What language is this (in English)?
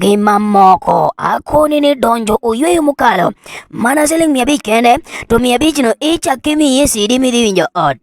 Luo (Kenya and Tanzania)